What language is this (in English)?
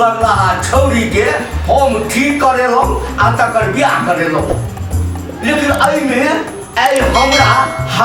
Maithili